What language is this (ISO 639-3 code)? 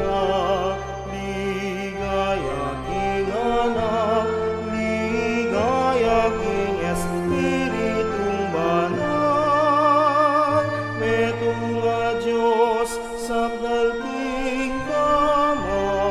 pam